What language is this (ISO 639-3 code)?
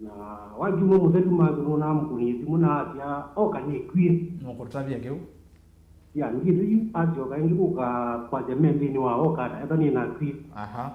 kam